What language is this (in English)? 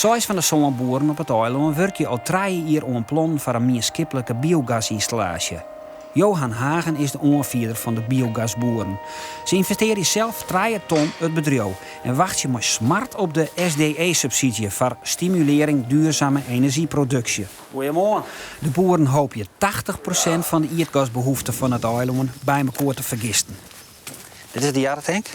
Western Frisian